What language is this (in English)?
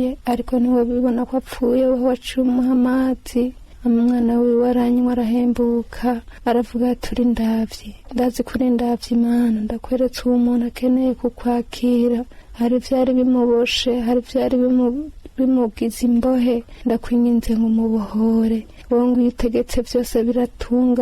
Rundi